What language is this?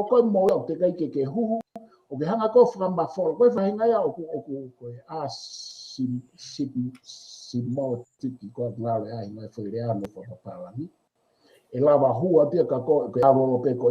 Tongan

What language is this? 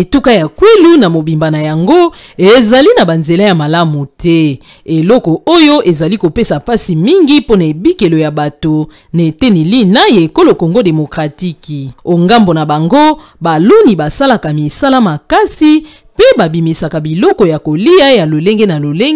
Lingala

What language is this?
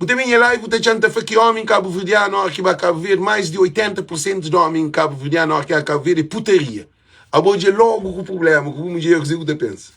Kabuverdianu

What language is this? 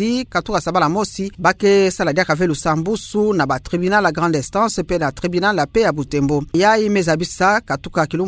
Kituba (Democratic Republic of Congo)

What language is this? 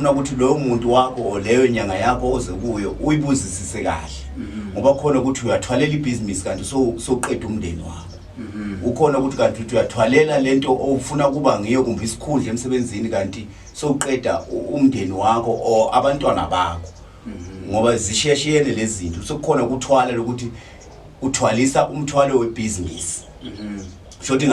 Zulu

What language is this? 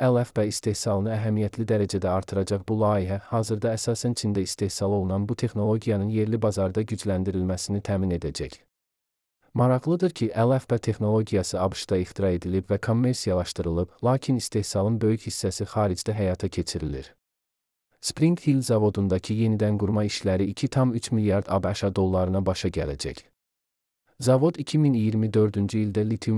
Azerbaijani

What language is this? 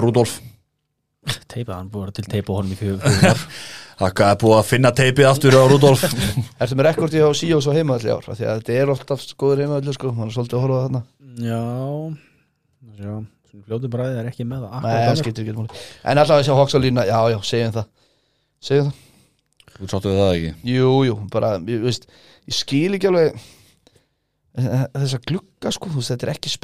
Icelandic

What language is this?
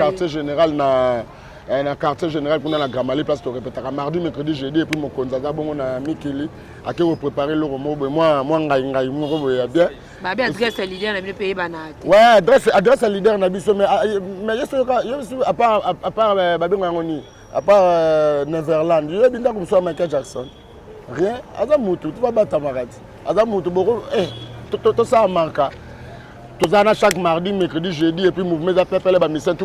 Lingala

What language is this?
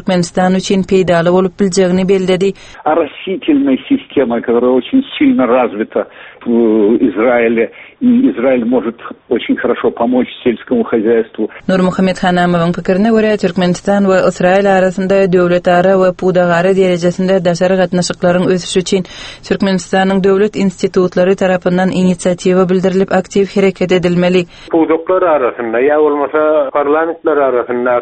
Turkmen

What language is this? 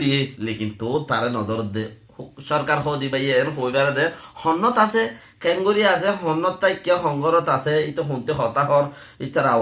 Rohingya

